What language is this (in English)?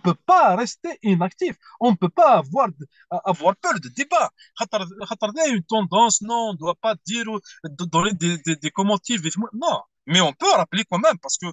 Kabyle